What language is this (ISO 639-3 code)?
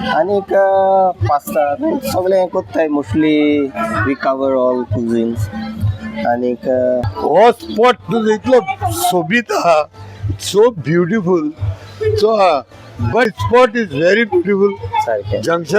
kok